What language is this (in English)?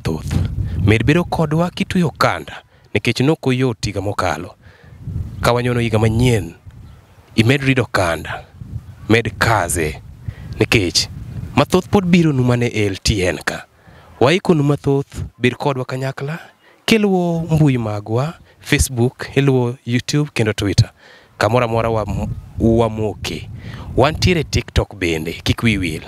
Luo (Kenya and Tanzania)